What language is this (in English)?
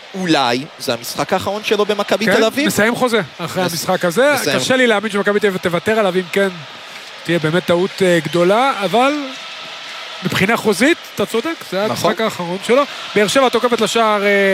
Hebrew